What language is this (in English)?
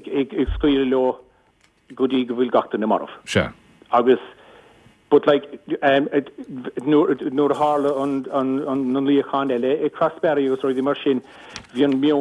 Irish